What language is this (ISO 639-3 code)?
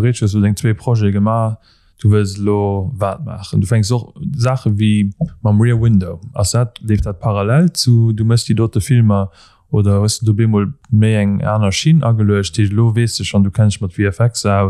ltz